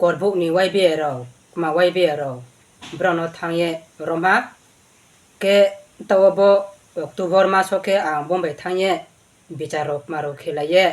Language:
Riang (India)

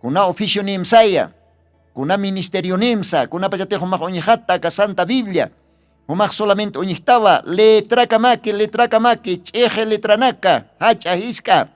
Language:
Aymara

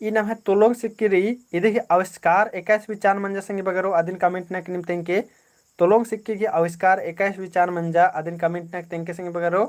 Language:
Kurukh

